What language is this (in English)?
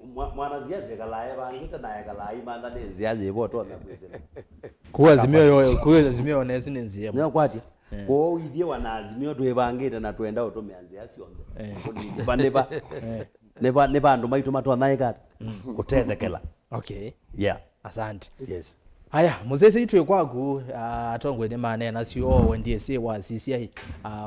Kamba